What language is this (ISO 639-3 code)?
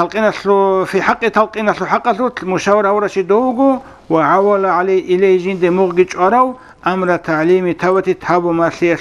ava